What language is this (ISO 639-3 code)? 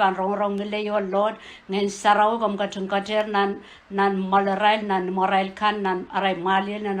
pon